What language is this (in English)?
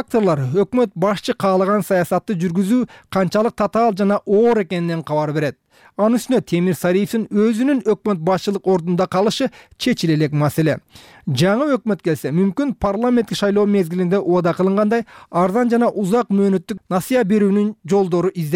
Kyrgyz